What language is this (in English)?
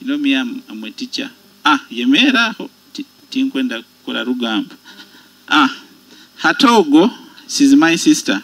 Nyoro